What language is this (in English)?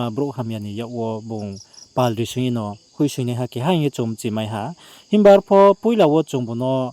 Riang (India)